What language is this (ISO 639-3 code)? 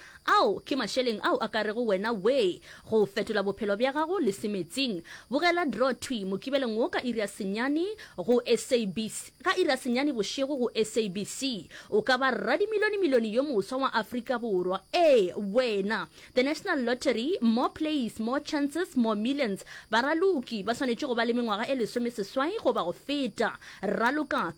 nso